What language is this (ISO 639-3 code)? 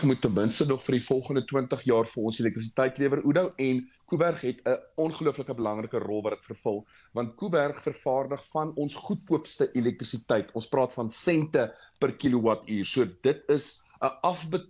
afr